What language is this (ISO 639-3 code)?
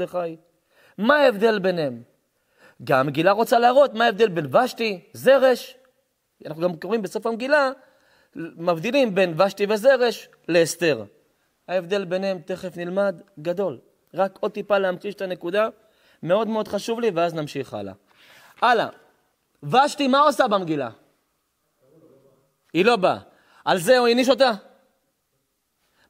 heb